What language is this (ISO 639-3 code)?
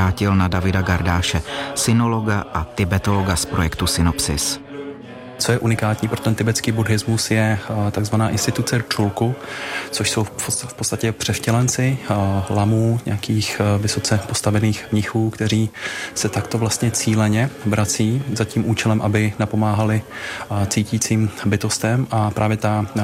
ces